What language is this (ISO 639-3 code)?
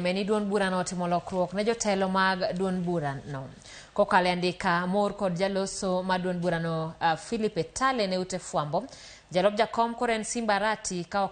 luo